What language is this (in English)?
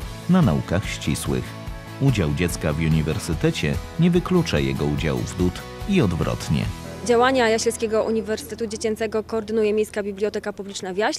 Polish